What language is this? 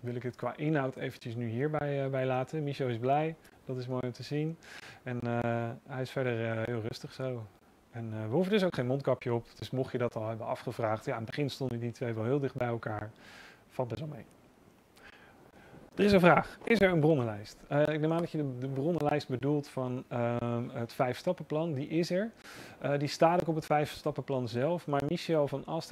Dutch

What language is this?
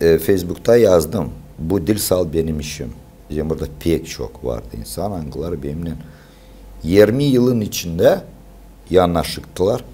Gagauz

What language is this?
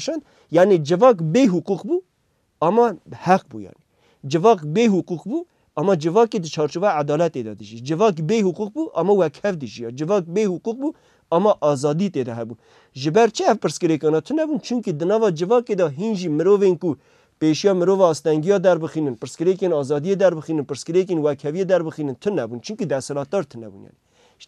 Kurdish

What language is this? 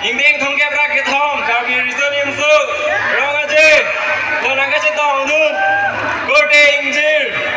Karbi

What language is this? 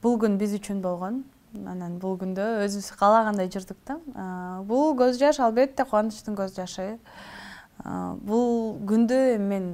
Kyrgyz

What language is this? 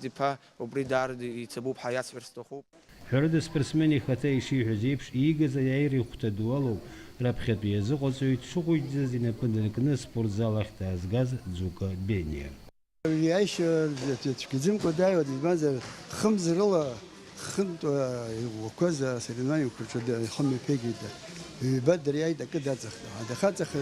Abkhazian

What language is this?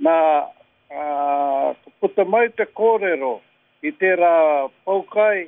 Māori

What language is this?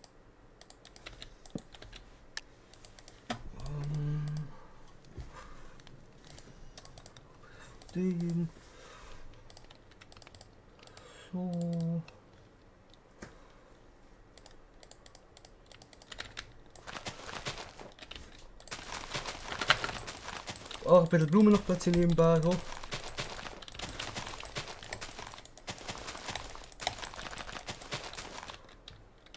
German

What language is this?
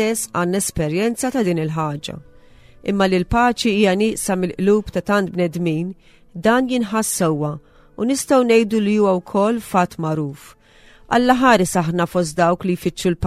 Maltese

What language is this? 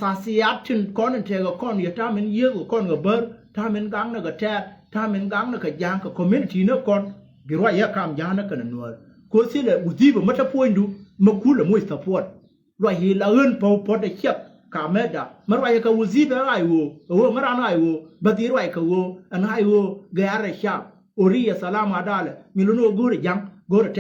Nuer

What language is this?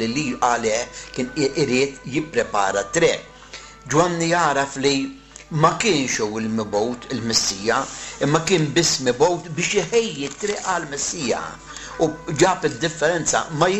Maltese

